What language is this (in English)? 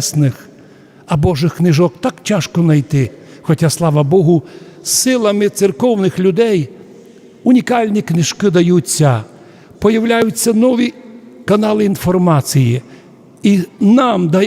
Rusyn